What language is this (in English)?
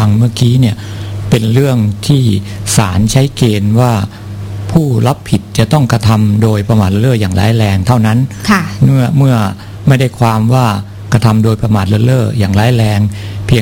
Thai